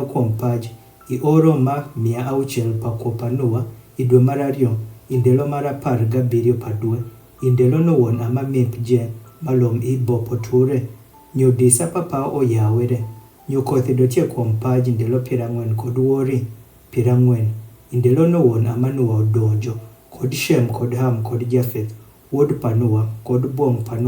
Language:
Adhola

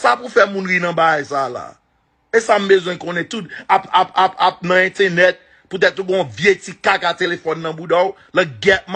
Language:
Haitian Creole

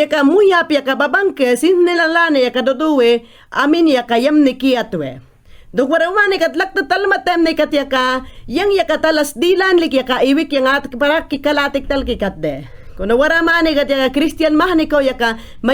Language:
Mayangna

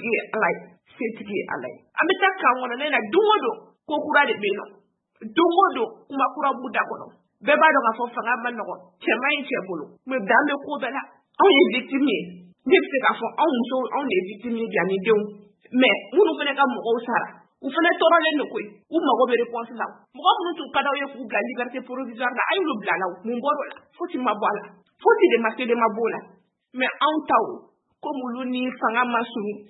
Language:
Bambara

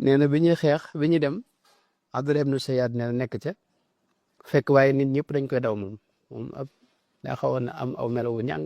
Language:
Wolof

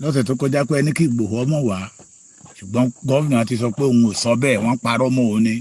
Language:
Yoruba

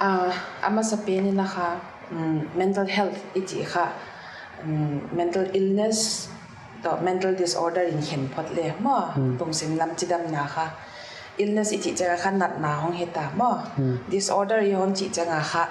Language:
Paite Chin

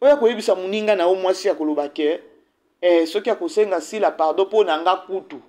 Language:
Lingala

